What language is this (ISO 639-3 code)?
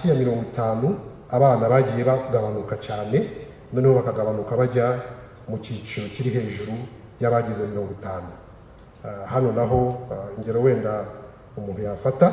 kin